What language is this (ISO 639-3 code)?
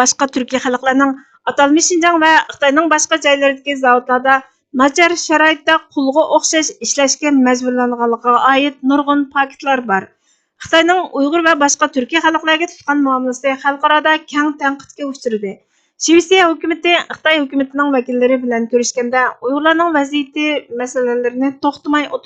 uig